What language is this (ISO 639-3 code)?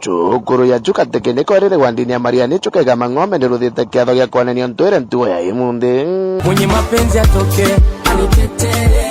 mer